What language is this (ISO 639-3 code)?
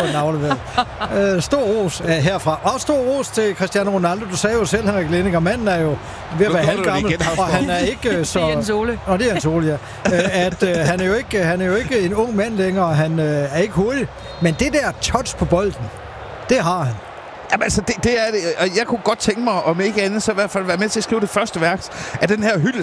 dan